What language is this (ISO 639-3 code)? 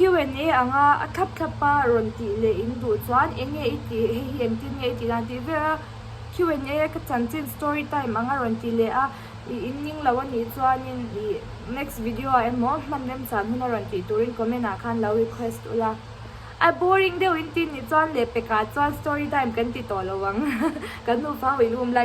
lus